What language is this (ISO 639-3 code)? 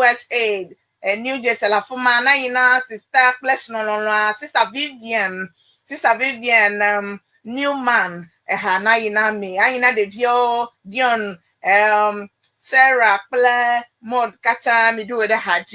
ewe